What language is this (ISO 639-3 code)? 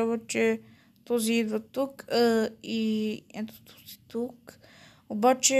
bul